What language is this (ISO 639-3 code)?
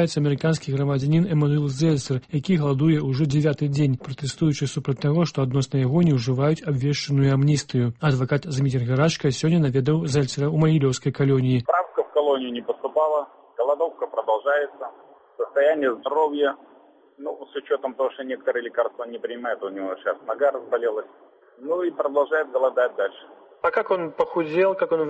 bel